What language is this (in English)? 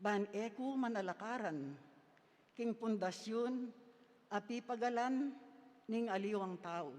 Pampanga